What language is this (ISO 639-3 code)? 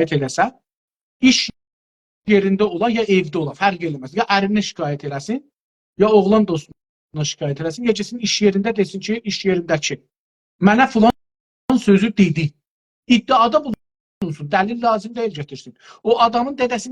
azb